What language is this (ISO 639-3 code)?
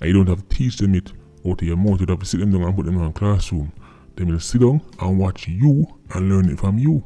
jam